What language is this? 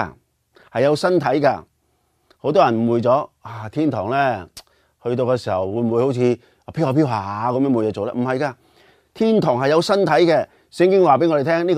Cantonese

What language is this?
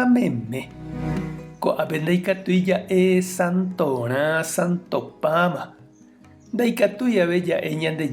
Guarani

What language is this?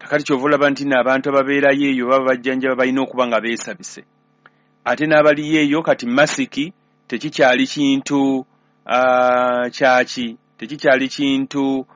Ganda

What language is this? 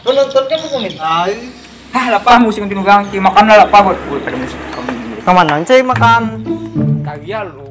Banjar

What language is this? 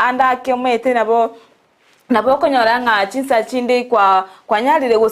Gusii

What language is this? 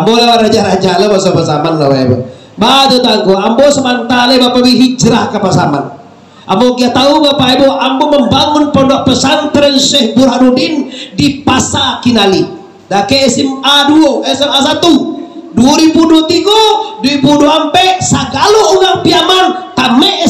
Minangkabau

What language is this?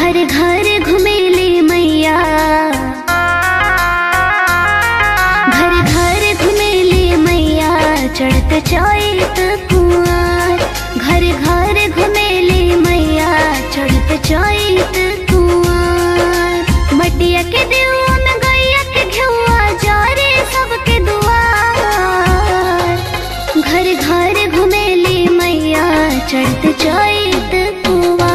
Bhojpuri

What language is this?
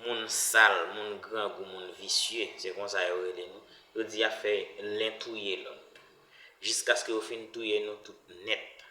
Haitian Creole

